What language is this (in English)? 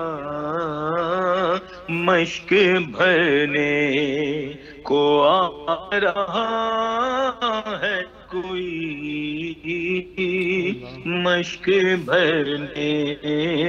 Urdu